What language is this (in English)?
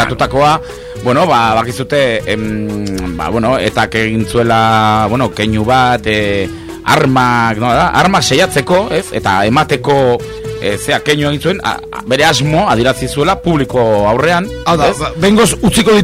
Basque